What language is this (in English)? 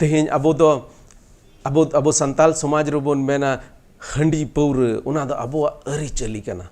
Santali